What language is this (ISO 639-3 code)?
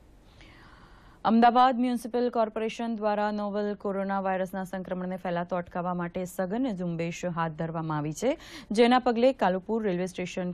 guj